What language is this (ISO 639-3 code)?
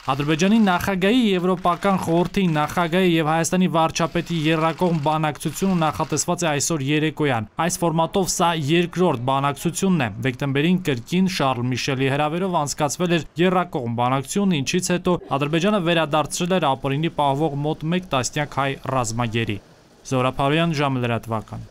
hye